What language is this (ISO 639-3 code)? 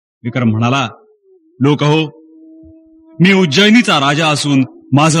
mar